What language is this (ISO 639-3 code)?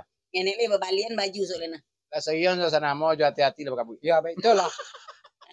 min